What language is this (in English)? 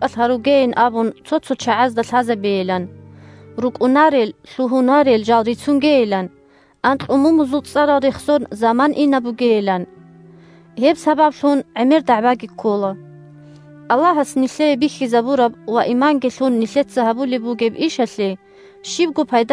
Avaric